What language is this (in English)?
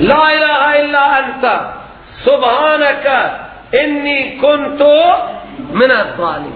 Persian